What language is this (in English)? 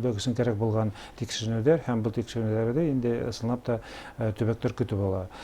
Bashkir